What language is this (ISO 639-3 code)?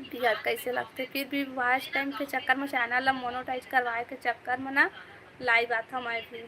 hne